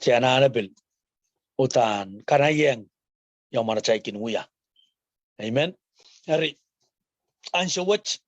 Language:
Pohnpeian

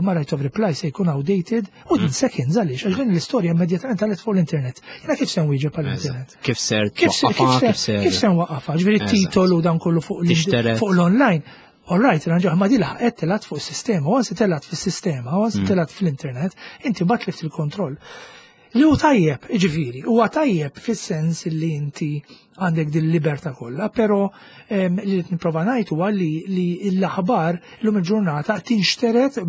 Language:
Maltese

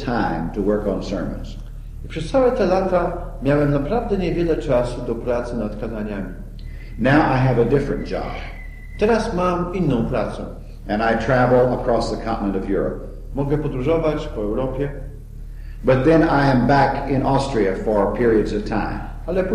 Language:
Polish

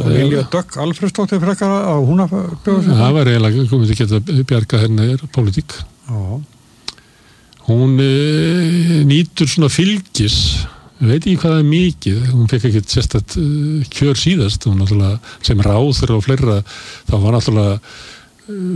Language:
Icelandic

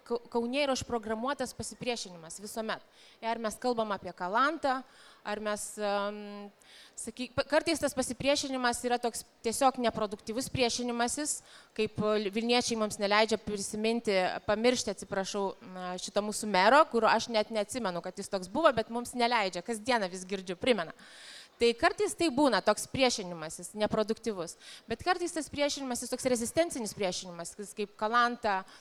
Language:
Lithuanian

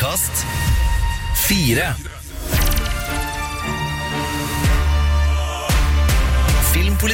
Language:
Norwegian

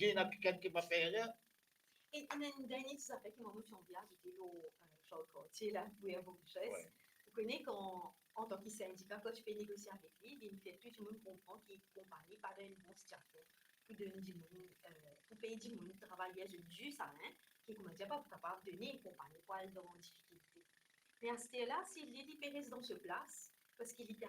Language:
Morisyen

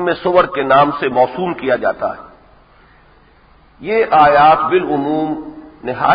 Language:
Urdu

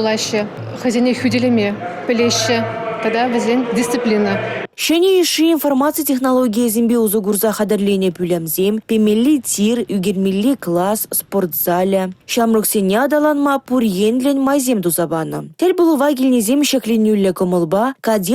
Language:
Chuvash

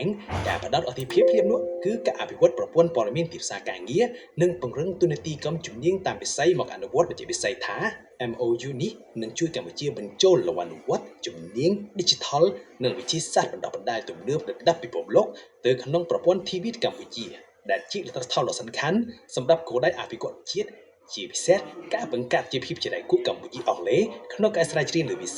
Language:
Khmer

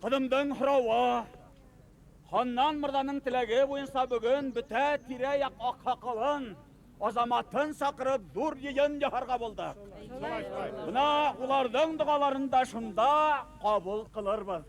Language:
Bashkir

